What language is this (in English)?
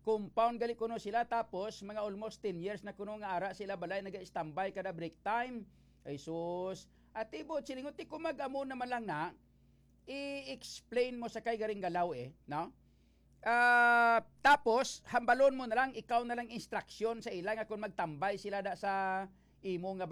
Hiligaynon